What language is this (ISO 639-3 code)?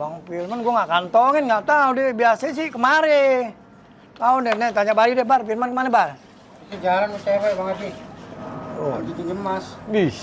bew